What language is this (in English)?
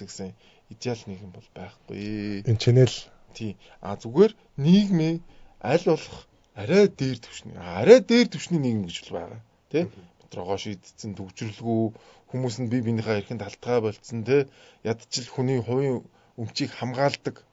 Mongolian